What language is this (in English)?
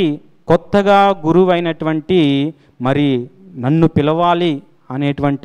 Telugu